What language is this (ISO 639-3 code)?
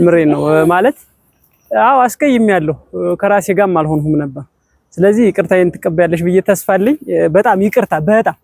amh